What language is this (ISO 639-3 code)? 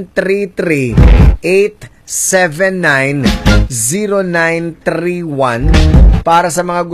fil